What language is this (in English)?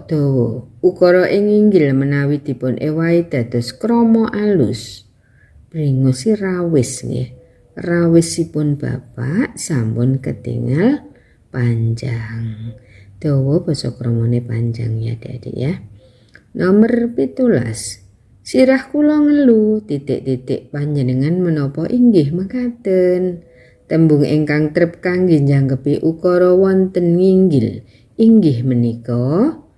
Javanese